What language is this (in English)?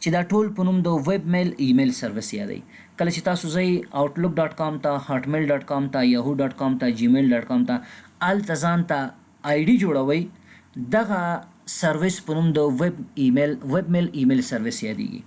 Pashto